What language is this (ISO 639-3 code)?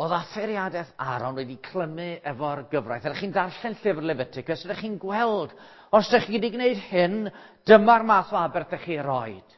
cym